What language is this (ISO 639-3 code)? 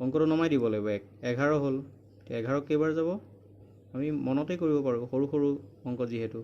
asm